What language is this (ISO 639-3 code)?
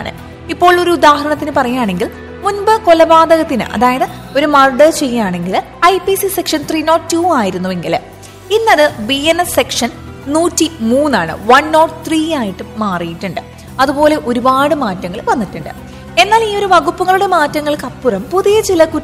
mal